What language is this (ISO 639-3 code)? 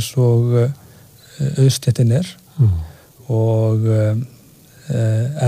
isl